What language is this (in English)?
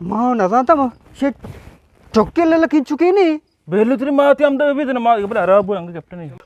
Eastern Balochi